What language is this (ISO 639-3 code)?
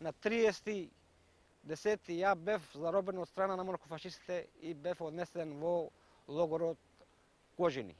mkd